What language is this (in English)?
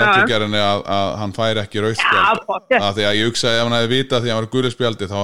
Icelandic